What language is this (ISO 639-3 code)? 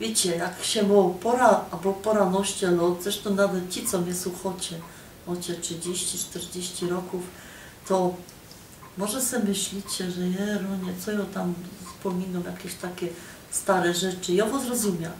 szl